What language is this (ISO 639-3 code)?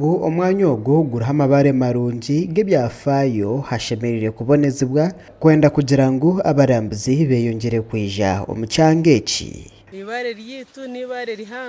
nyn